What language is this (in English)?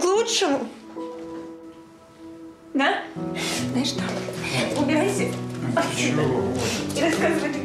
Russian